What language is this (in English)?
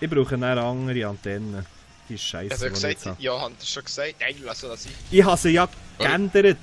Swiss German